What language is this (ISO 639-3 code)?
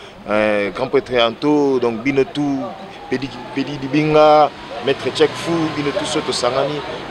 lin